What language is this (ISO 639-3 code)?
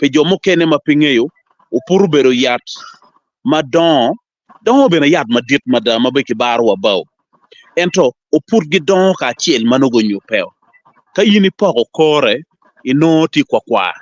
ach